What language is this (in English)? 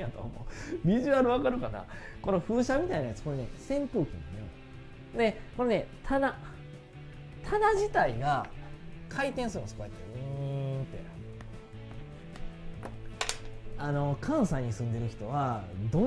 Japanese